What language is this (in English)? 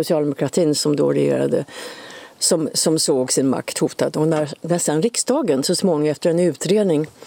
Swedish